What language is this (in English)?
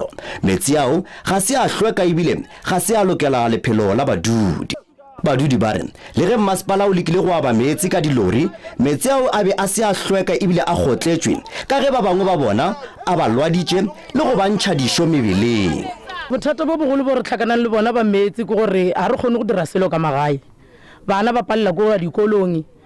Northern Sotho